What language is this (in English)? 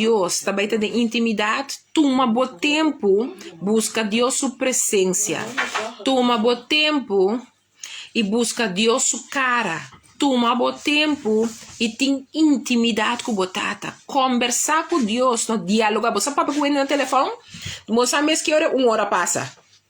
Papiamento